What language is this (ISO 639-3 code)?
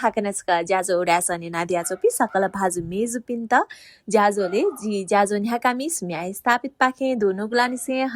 new